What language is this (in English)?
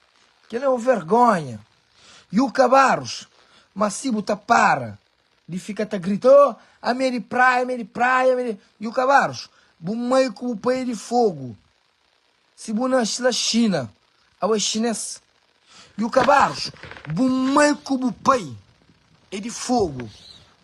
Kabuverdianu